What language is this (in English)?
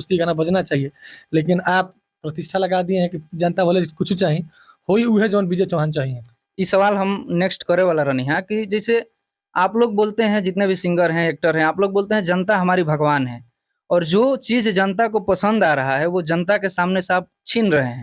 Bhojpuri